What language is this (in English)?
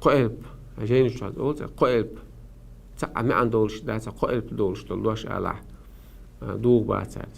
Chechen